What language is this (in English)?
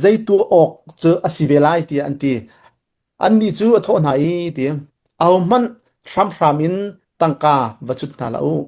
Hakha Chin